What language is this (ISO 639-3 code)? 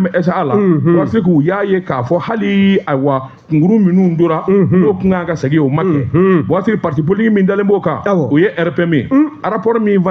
bam